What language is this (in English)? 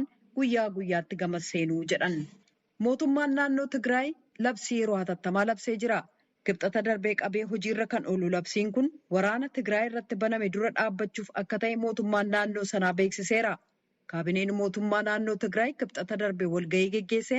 Oromo